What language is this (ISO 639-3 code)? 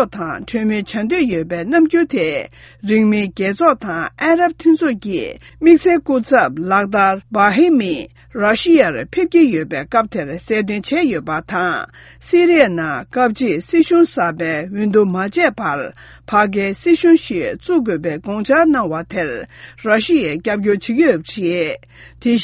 bod